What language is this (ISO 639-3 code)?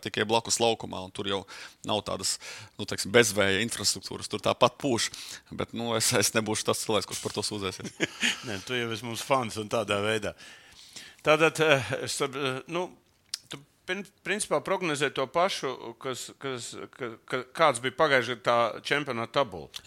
lav